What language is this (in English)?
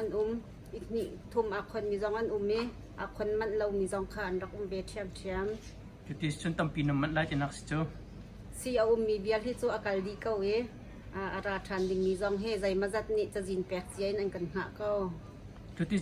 Hakha Chin